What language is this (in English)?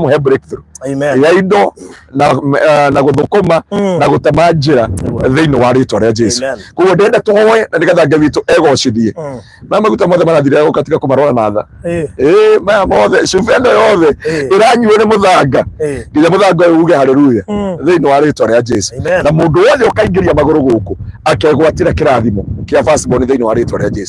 Kikuyu